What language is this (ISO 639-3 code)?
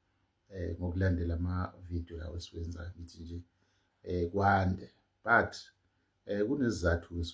zul